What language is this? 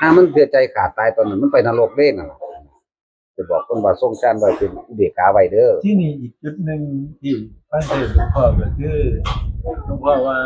Northeastern Thai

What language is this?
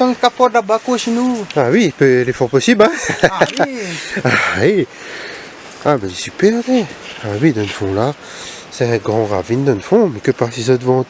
Réunion Creole French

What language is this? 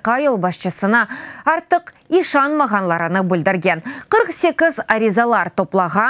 Crimean Tatar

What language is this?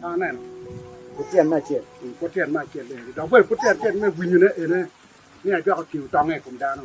Acoli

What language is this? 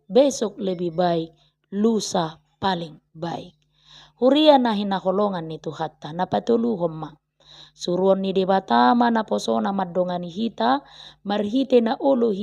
Batak Toba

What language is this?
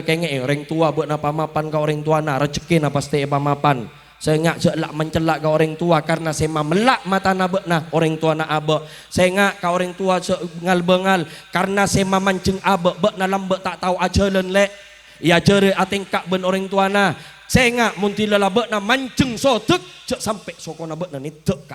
Madurese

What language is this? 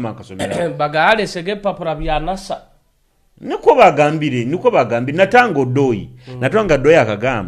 Nyoro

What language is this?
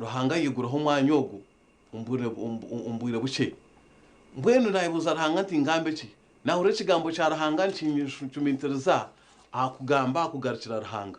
Nyankole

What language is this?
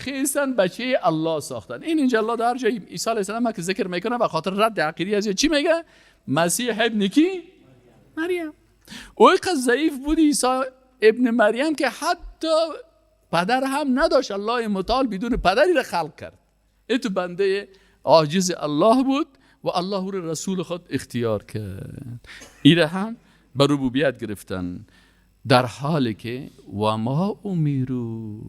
Persian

